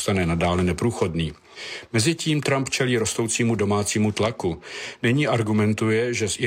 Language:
Czech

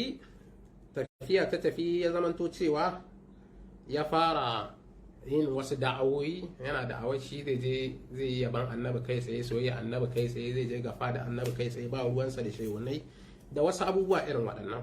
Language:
Hausa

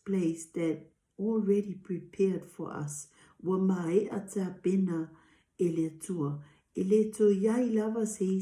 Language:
Samoan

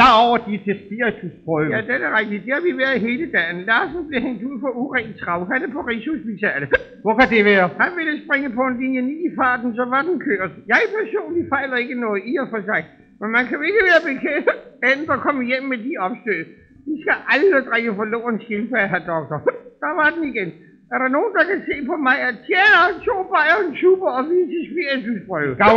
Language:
Danish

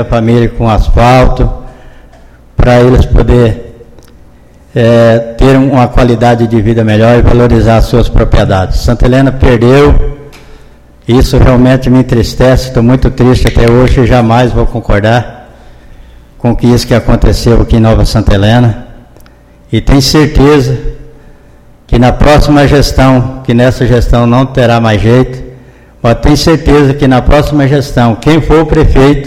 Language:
Portuguese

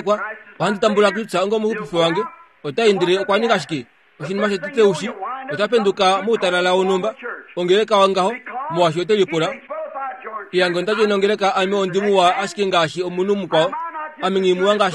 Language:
Kuanyama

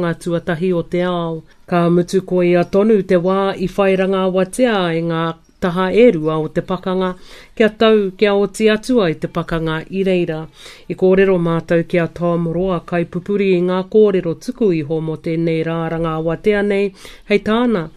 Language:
Māori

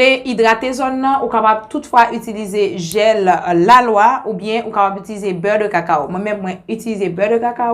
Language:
Haitian Creole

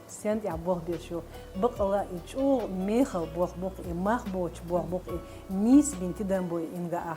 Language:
Chechen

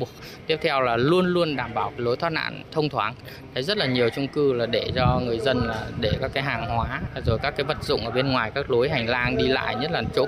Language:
Vietnamese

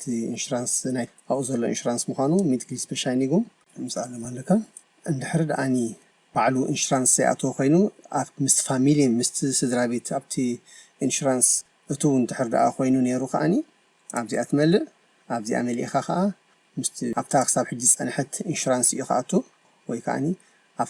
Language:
Tigrinya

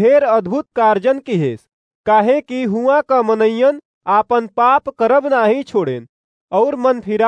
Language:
Awadhi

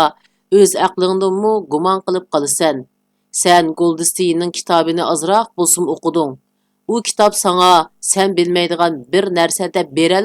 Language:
Uyghur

